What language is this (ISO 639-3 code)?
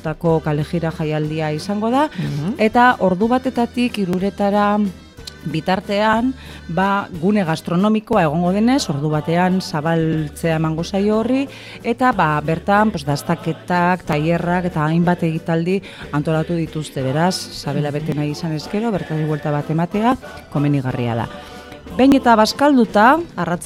eus